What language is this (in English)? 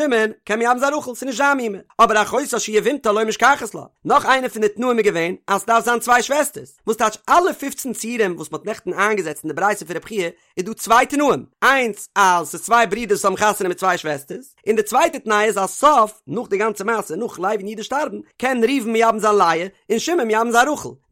Yiddish